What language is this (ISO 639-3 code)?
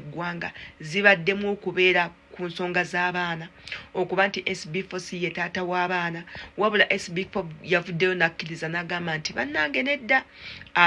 lug